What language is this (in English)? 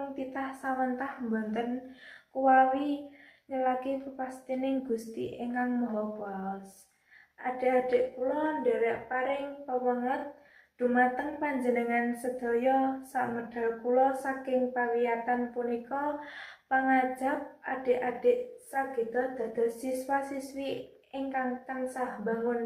Javanese